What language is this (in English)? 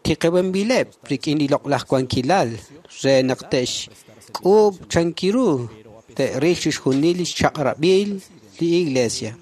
Kekchí